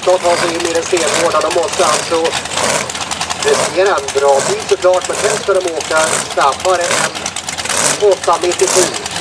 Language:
Swedish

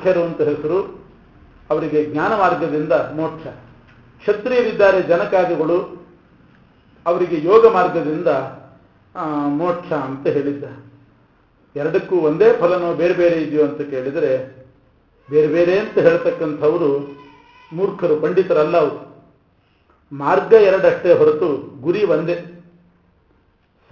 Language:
Kannada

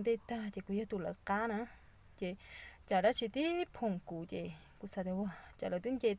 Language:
Hmong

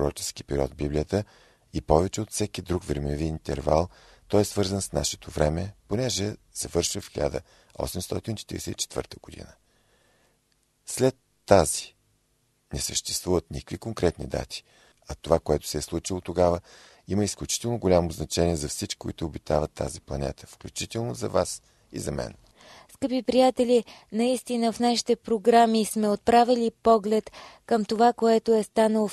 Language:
Bulgarian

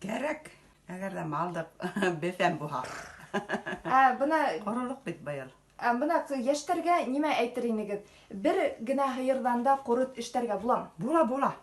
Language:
Bashkir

